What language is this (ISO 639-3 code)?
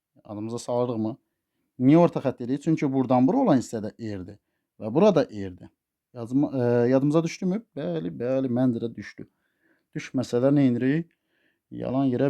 aze